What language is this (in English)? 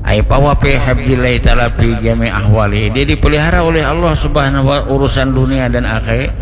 Banjar